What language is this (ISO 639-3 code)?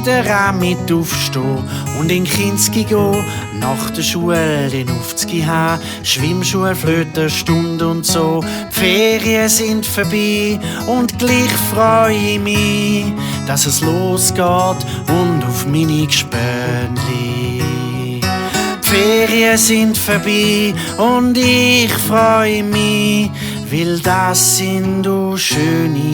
gsw